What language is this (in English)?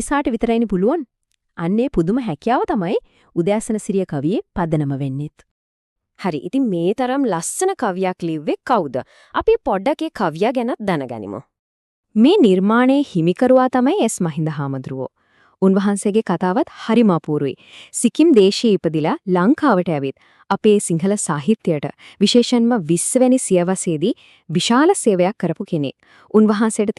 Sinhala